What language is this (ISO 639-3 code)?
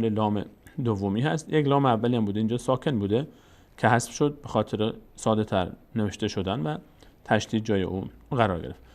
fas